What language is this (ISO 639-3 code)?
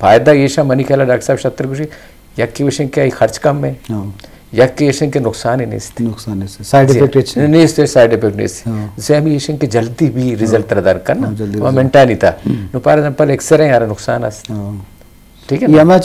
bgp